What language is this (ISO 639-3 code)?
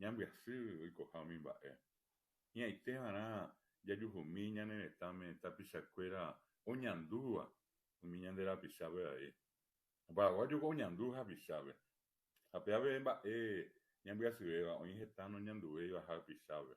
grn